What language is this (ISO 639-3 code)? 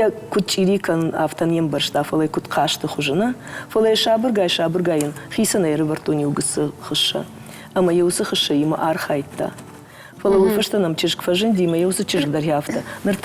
oss